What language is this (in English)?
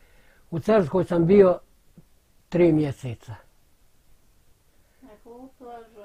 Bosnian